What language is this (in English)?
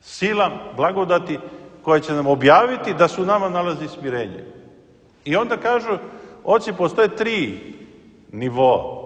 Serbian